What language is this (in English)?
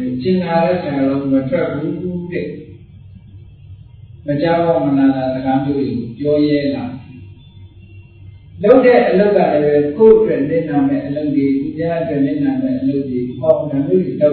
Burmese